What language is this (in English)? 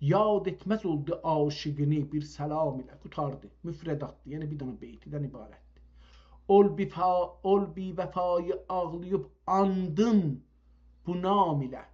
South Azerbaijani